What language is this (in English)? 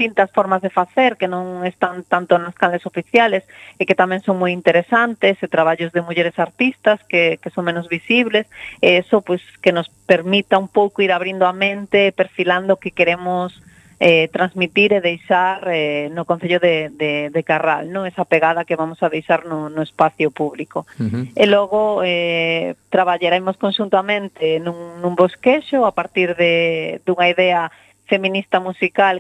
Galician